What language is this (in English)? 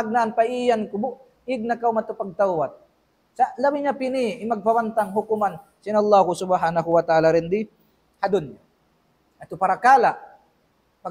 Tausug